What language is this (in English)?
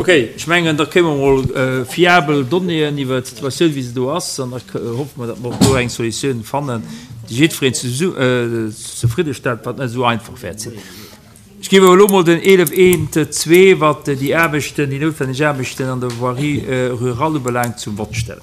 Luxembourgish